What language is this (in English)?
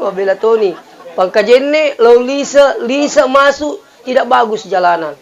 Buginese